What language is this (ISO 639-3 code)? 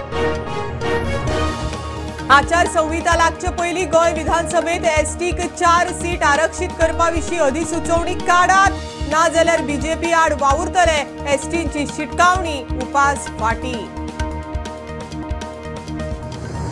kok